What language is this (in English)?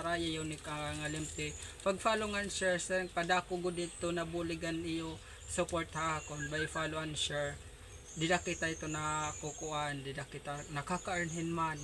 Waray